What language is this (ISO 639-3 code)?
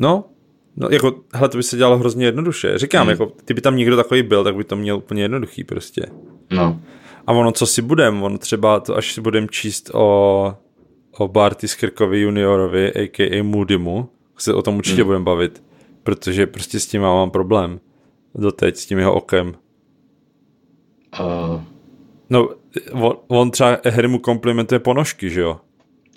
ces